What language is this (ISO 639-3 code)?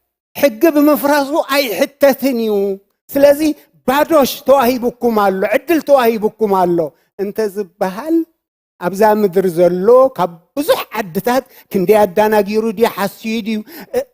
tir